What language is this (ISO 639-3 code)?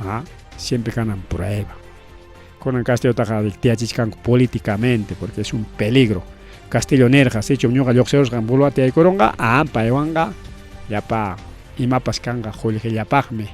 quy